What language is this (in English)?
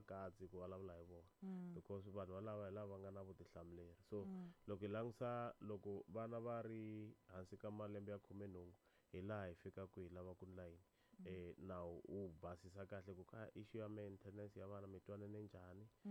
Tsonga